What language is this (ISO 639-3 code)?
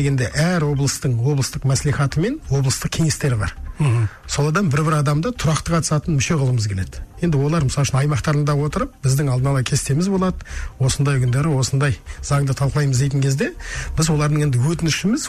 kaz